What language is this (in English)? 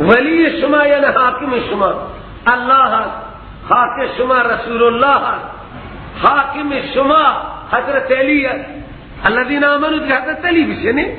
Persian